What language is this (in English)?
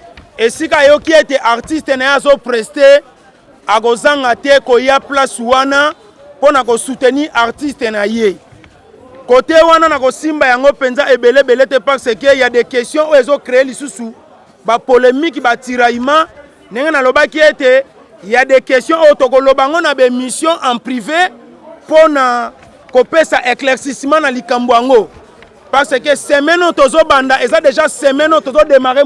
Lingala